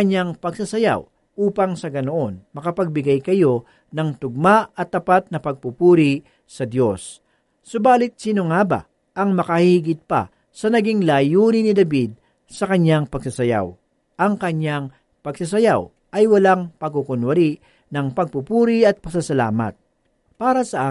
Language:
Filipino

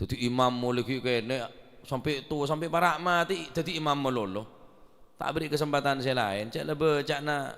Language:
Madurese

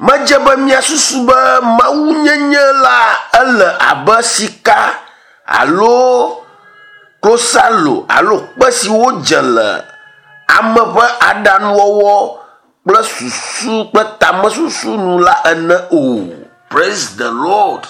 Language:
Ewe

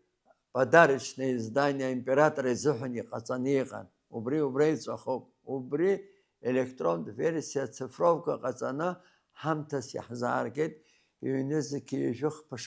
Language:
Abkhazian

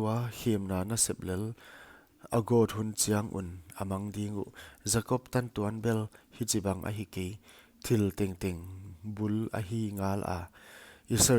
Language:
Paite Chin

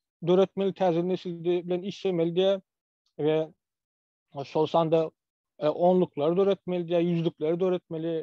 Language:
Turkmen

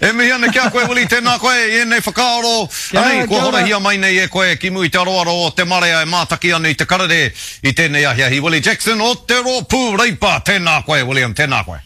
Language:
Māori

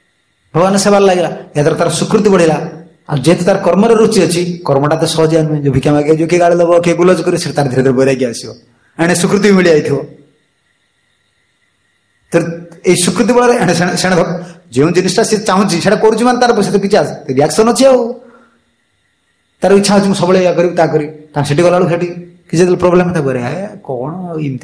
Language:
Odia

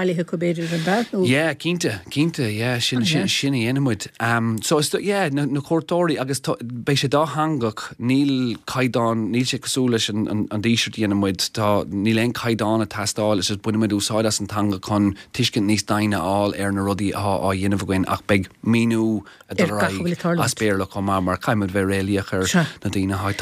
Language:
Irish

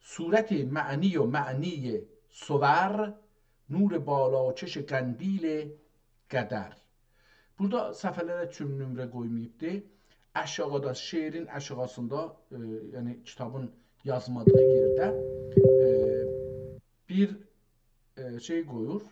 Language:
South Azerbaijani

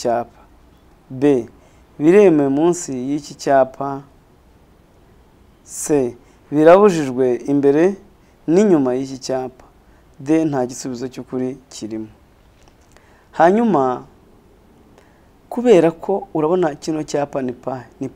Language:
Kinyarwanda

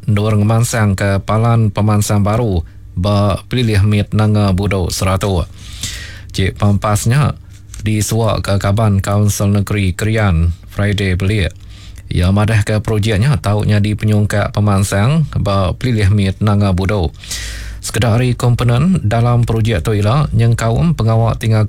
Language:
Iban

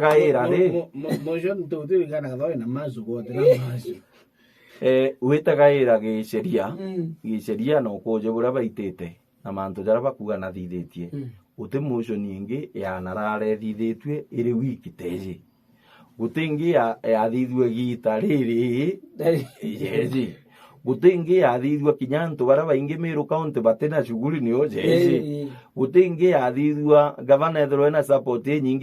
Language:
Meru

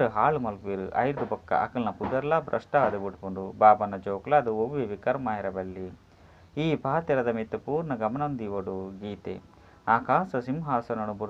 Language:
Tulu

